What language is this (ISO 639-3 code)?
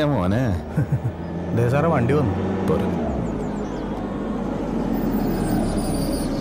mal